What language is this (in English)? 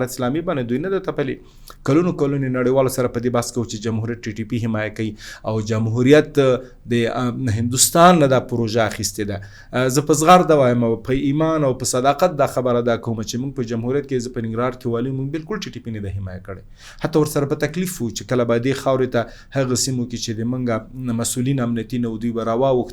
Pashto